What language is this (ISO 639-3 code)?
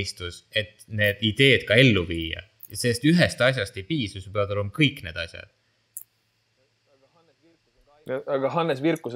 est